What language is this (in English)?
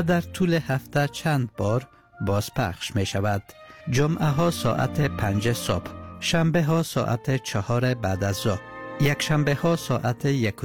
Persian